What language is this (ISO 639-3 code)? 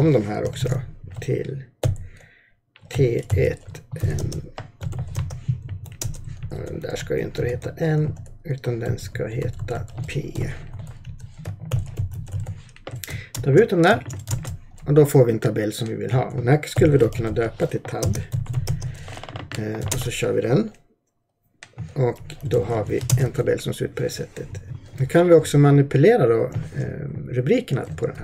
swe